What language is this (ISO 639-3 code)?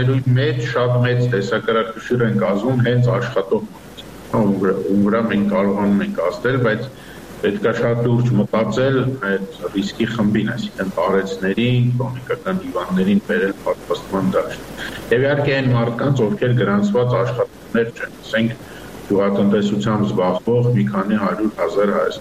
hye